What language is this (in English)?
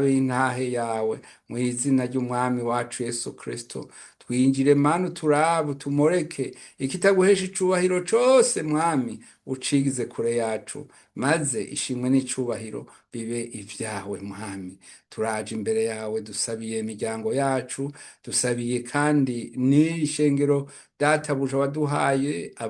Rundi